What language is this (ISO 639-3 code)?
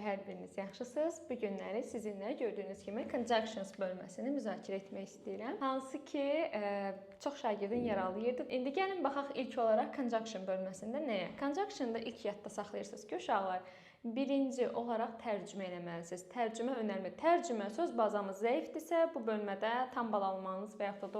aze